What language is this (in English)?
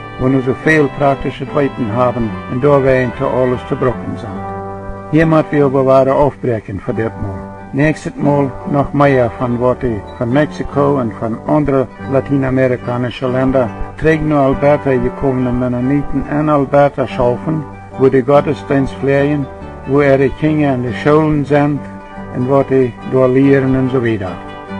Plautdietsch